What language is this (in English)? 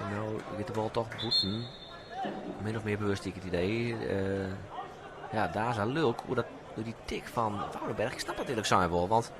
Western Frisian